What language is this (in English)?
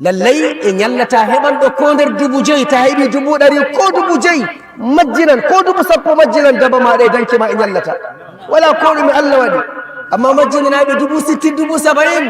Fula